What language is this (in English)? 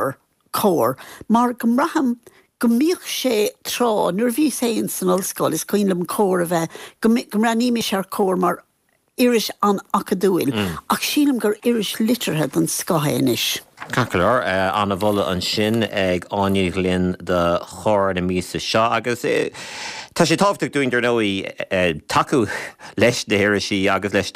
Irish